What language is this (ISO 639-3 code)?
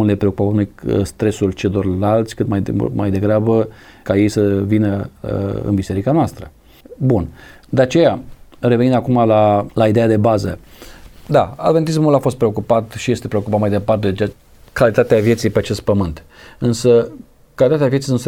ron